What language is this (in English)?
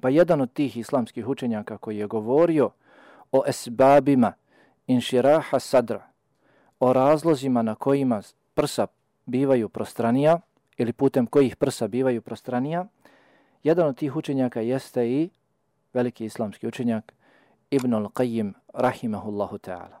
Bosnian